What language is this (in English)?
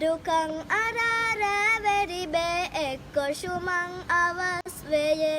Divehi